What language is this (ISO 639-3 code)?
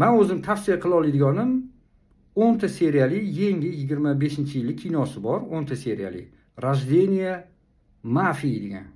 uzb